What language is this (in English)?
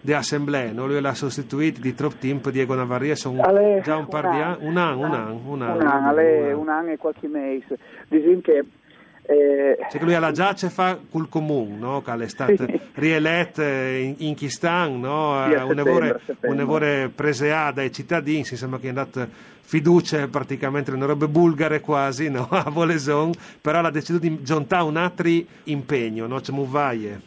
Friulian